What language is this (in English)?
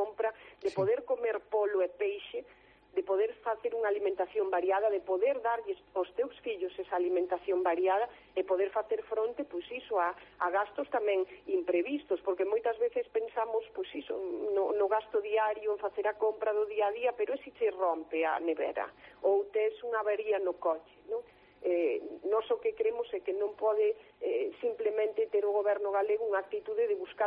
Galician